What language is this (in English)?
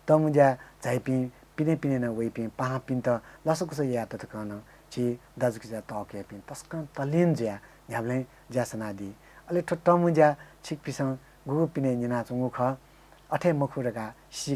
Newari